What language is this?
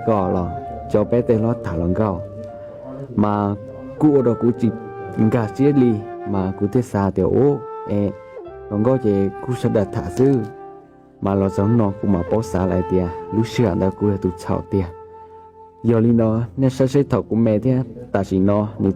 Hmong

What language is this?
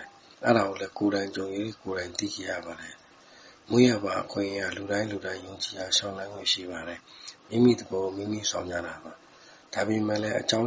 Burmese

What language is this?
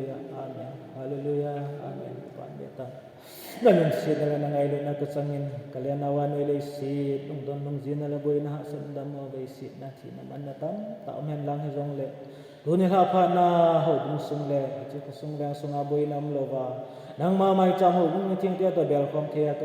Thado Chin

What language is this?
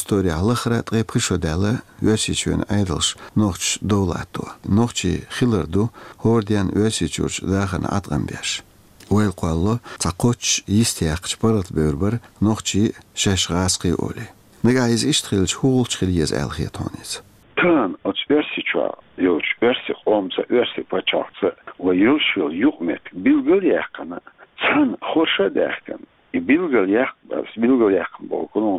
Chechen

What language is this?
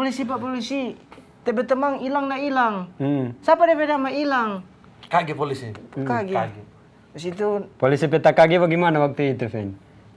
Manado Malay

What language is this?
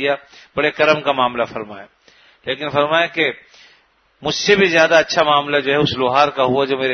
Urdu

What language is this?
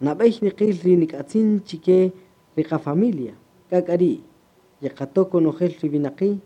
Kaqchikel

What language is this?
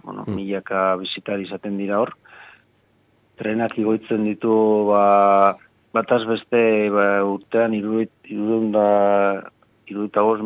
Basque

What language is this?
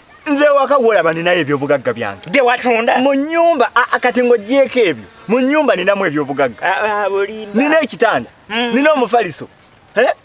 Ganda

